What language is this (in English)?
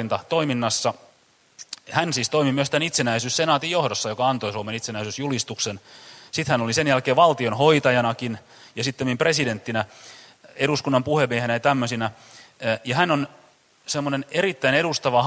Finnish